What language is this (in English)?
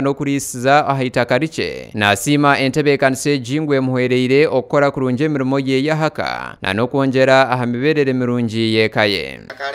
Nyankole